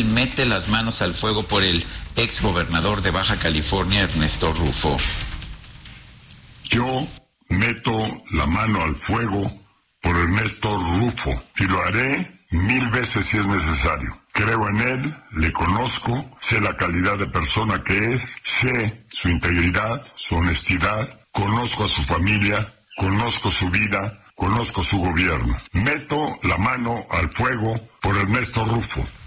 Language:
Spanish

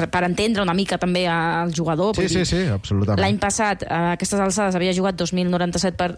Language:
Catalan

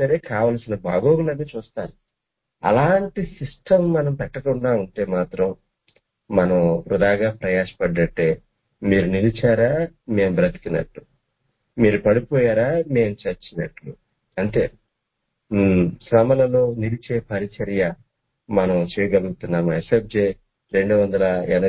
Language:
Telugu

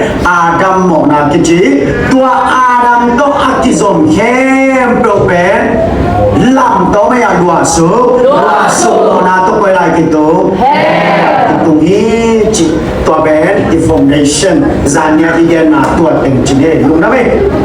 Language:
Tedim Chin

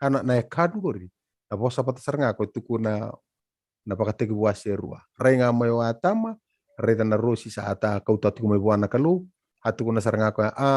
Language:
Fijian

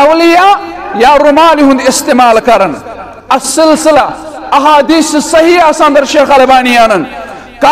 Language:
Kashmiri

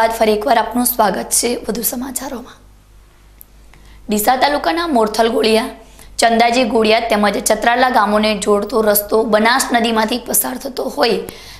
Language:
Gujarati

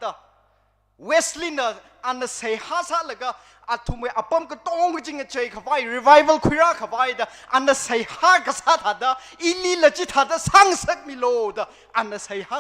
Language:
Tangkhul Naga (India)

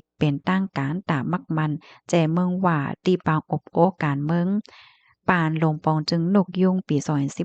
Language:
Shan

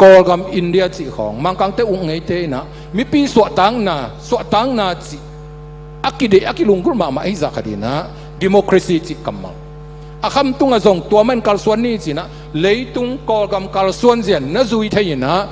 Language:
Tedim Chin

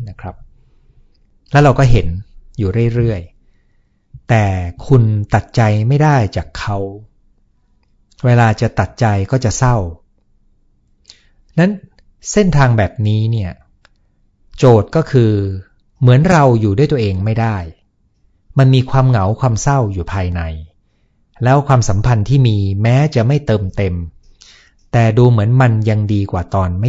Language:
Thai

